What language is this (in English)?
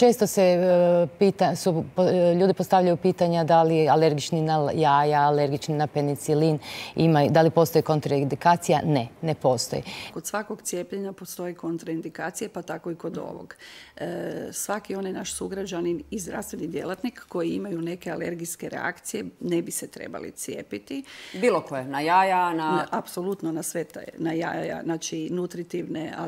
Croatian